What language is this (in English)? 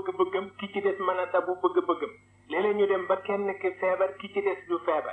Wolof